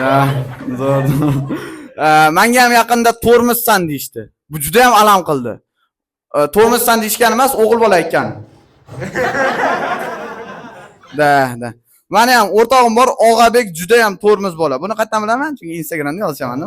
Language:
Uzbek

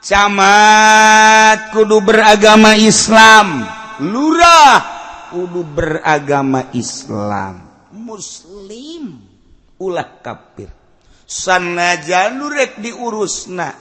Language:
Sundanese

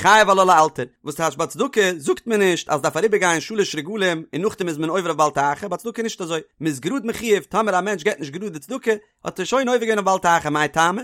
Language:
Yiddish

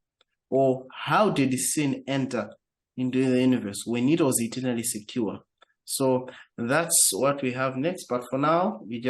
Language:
English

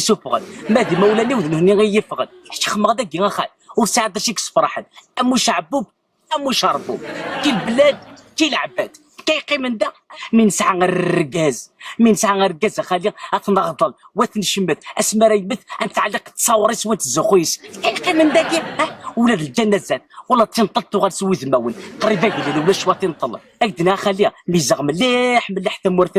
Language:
Kabyle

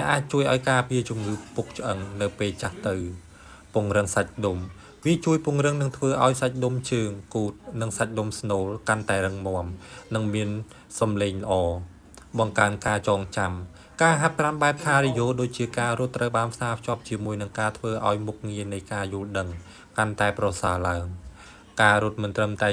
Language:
Khmer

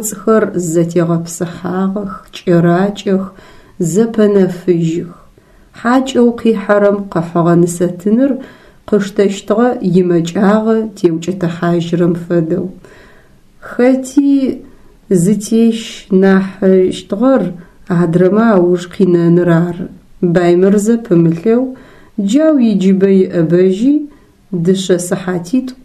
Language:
Adyghe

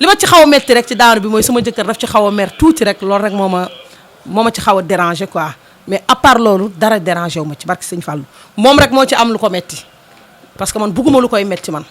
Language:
Wolof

